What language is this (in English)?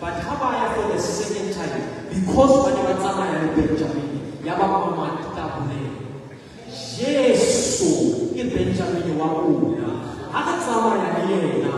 Southern Sotho